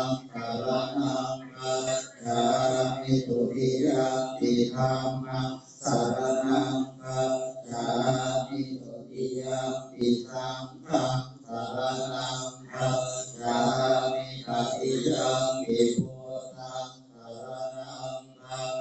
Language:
Pali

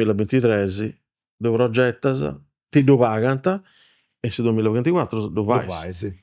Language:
Sardinian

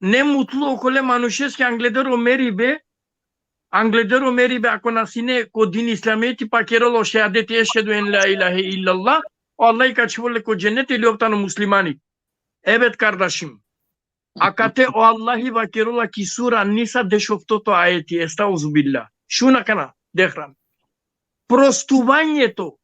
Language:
Balkan Romani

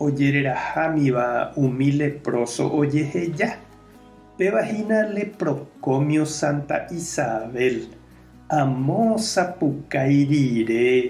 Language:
Guarani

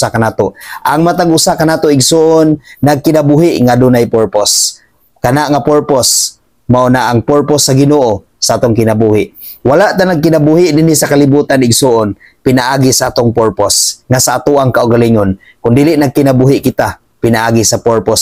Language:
Cebuano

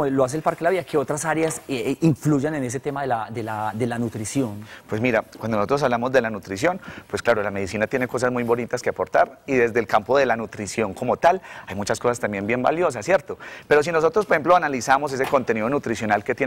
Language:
Spanish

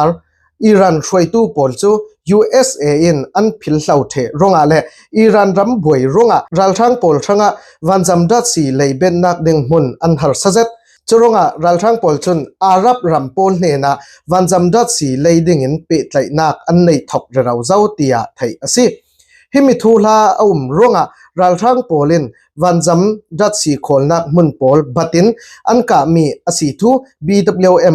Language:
Falam Chin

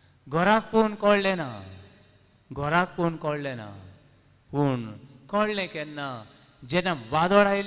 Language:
Konkani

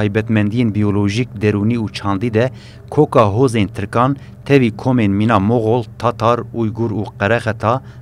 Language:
Kurdish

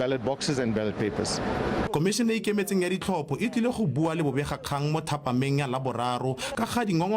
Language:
Tswana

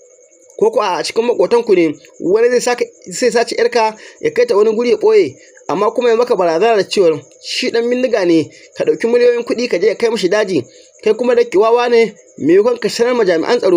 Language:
Hausa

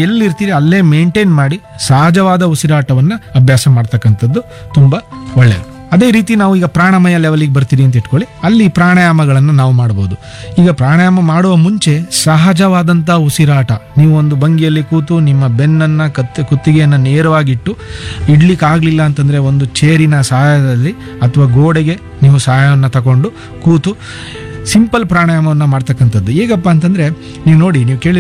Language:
Kannada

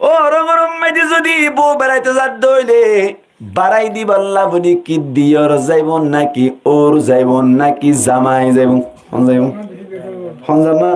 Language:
Rohingya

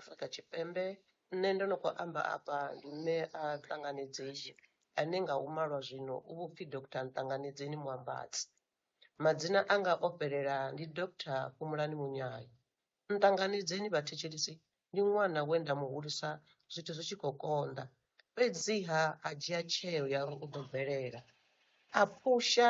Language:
Venda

